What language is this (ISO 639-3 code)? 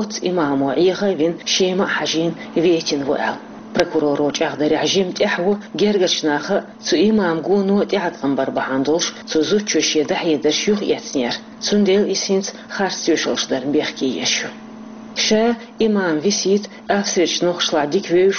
che